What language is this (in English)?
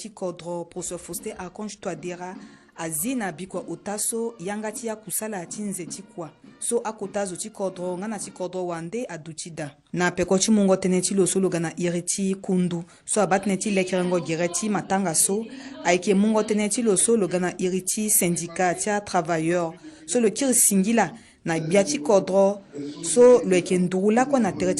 Sango